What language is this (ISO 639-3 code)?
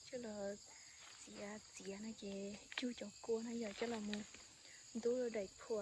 hmn